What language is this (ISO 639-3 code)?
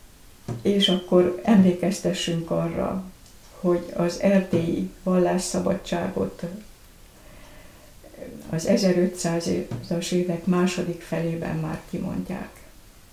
hun